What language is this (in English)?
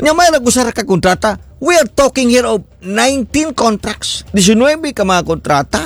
Cebuano